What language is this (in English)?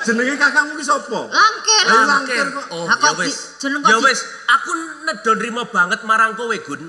Javanese